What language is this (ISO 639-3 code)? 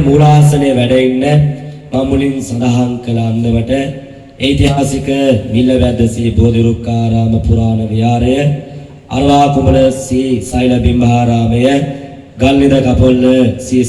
sin